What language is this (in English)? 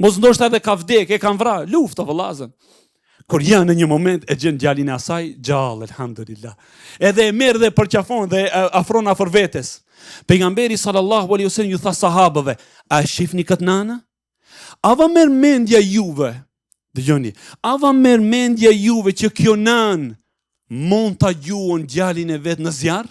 Albanian